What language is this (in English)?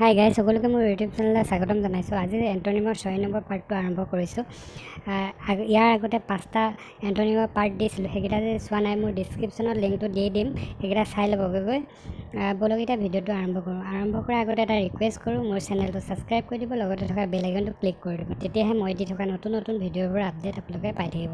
Assamese